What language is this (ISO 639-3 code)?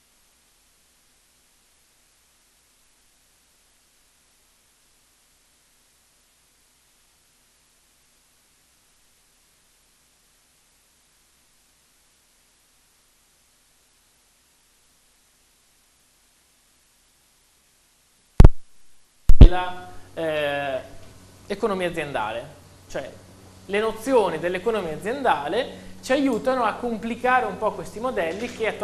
ita